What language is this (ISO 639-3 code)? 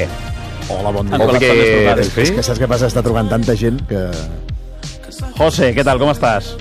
cat